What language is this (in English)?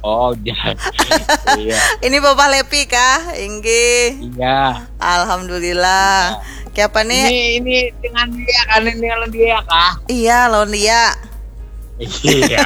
Banjar